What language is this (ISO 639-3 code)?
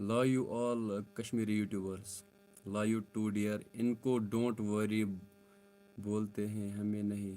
kas